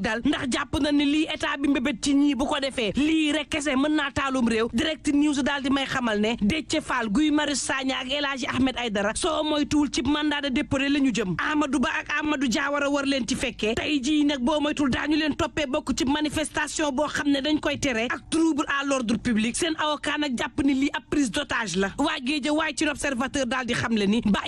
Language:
Wolof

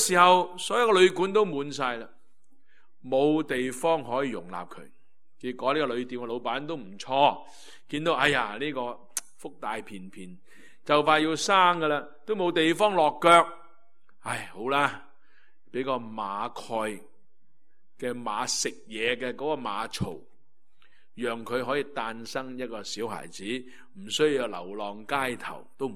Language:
Cantonese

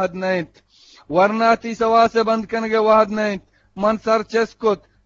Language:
Eastern Balochi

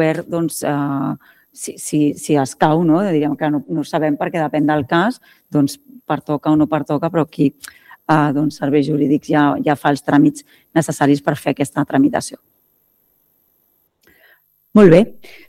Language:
Catalan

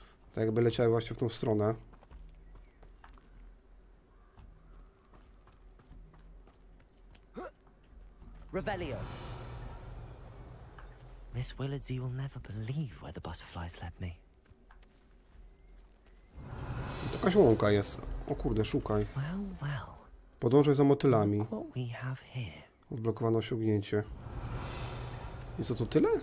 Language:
Polish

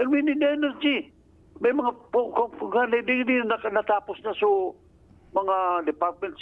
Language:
Bikol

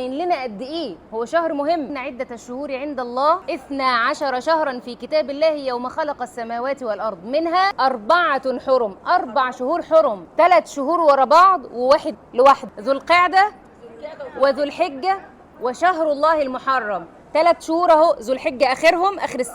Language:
Egyptian Arabic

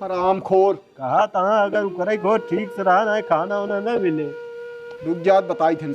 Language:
Awadhi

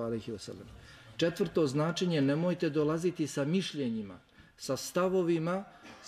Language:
Bosnian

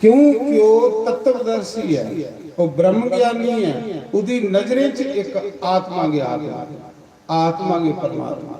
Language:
Dogri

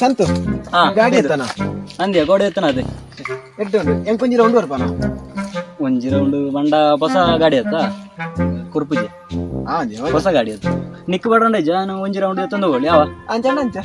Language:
Tulu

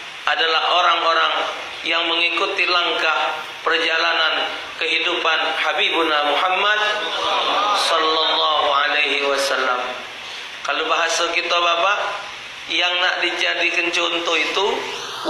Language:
Musi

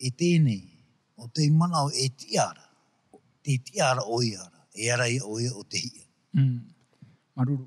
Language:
Tahitian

